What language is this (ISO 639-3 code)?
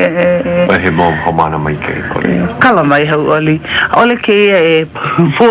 haw